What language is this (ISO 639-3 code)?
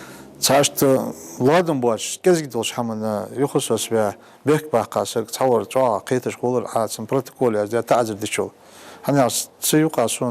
inh